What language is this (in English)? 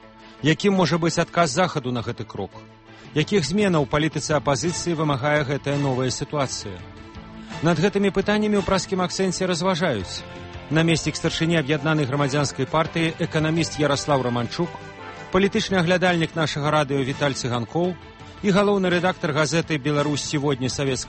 Belarusian